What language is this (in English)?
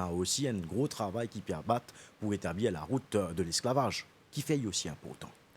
Morisyen